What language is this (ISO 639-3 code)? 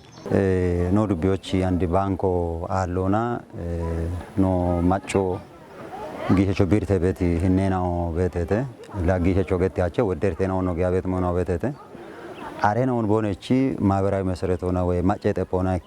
kbr